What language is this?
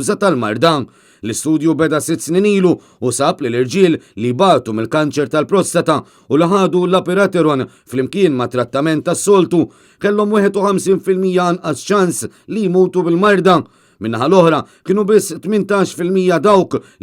Maltese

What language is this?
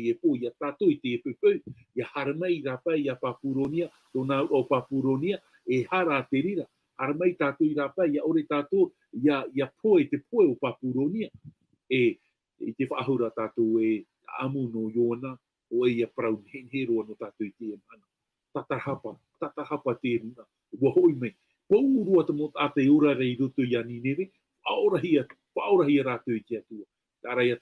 Tahitian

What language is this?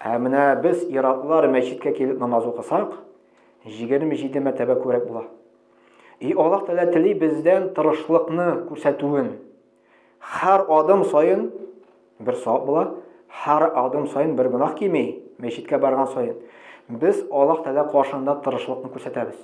Tatar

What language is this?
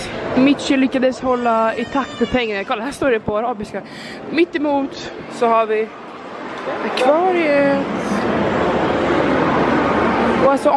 Swedish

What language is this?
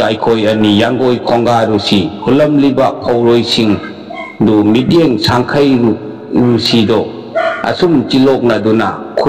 Manipuri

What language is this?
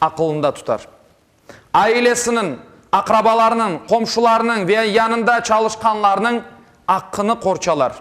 Crimean Tatar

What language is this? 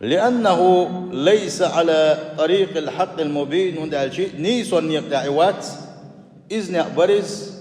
Chechen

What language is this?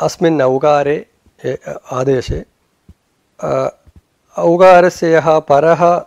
Sanskrit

